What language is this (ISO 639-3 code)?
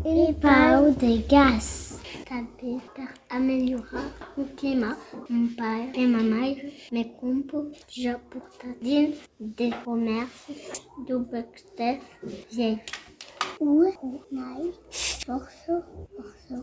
oci